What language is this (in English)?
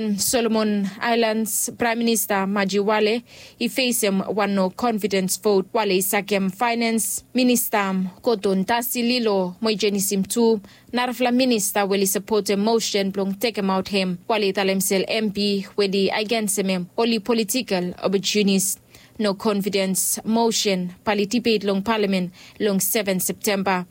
Bislama